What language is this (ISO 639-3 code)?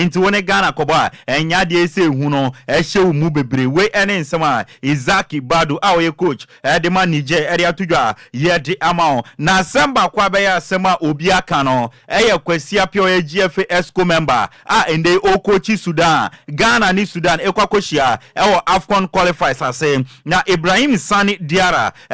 aka